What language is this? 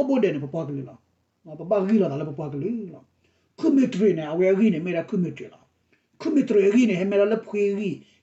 S'gaw Karen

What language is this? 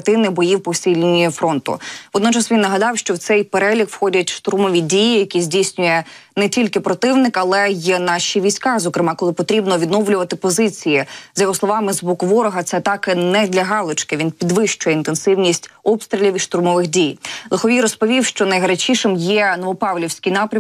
Ukrainian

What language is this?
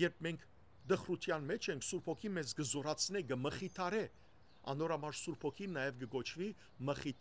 Western Armenian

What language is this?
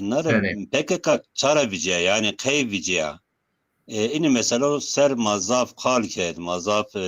Zaza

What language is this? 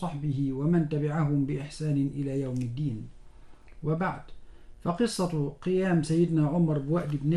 Arabic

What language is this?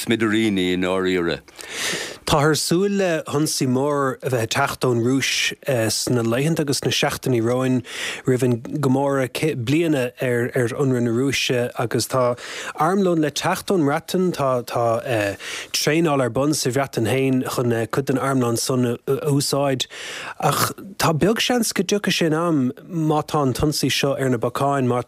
Irish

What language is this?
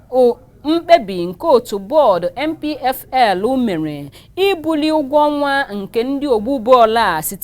Igbo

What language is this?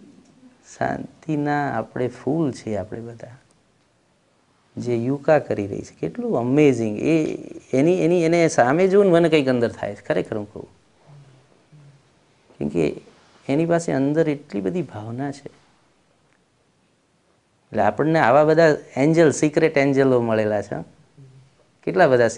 Gujarati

